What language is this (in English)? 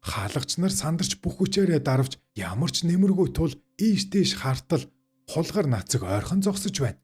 Mongolian